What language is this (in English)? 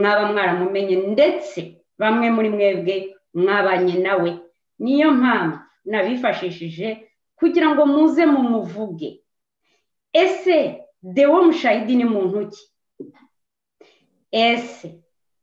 Kinyarwanda